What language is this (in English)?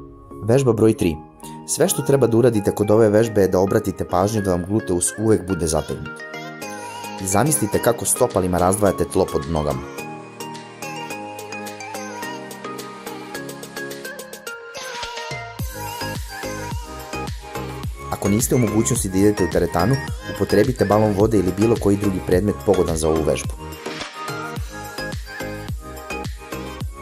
Serbian